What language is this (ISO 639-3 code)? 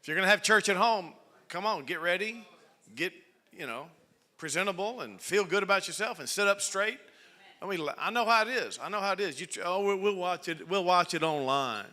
eng